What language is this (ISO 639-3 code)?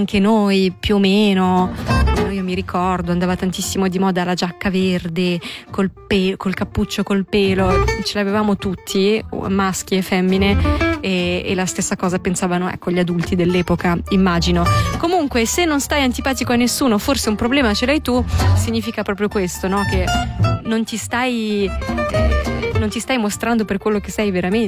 ita